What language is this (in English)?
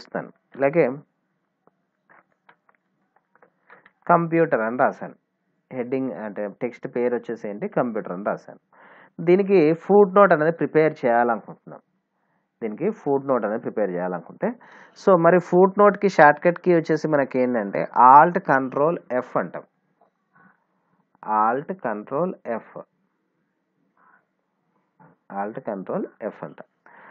Telugu